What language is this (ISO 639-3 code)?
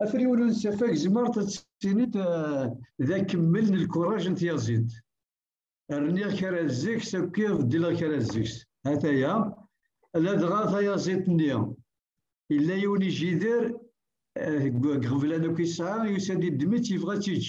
kab